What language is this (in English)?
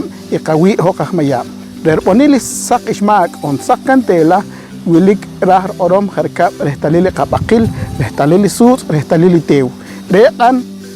Poqomchi'